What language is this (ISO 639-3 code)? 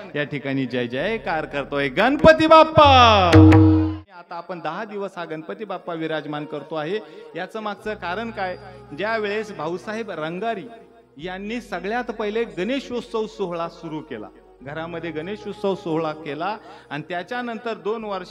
mar